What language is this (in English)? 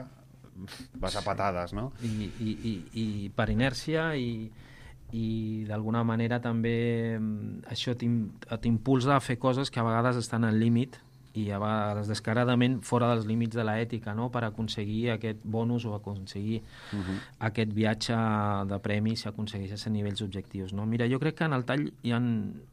Catalan